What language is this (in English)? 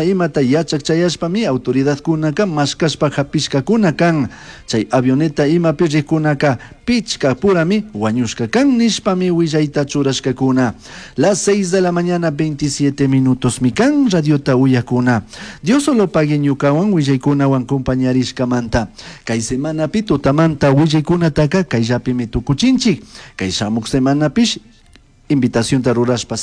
Chimborazo Highland Quichua